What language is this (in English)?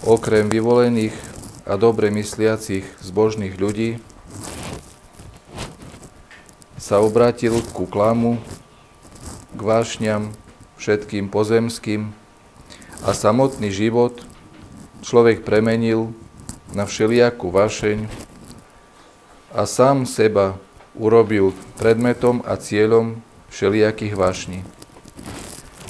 Slovak